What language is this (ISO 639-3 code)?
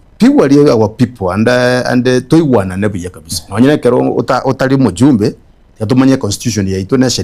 guz